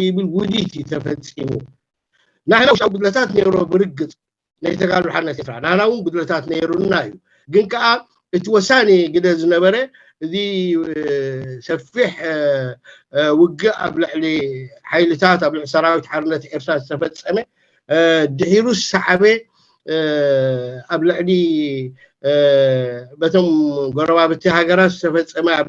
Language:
Tigrinya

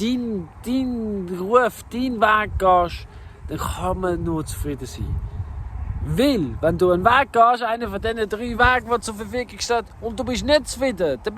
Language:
Swiss German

